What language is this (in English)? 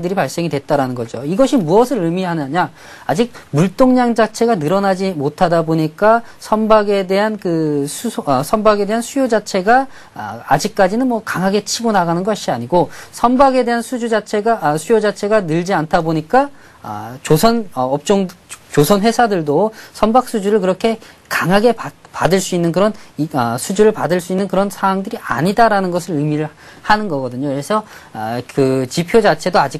Korean